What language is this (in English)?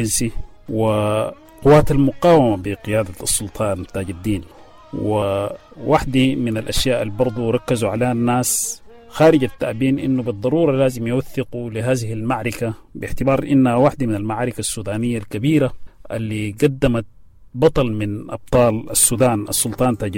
Sudanese Arabic